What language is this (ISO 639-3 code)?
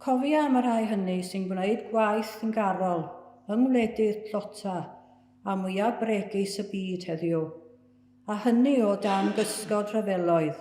cym